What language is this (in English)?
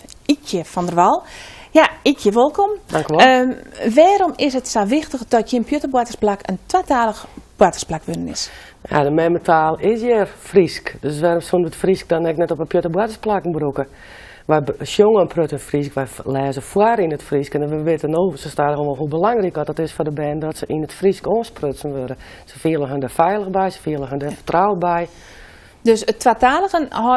Western Frisian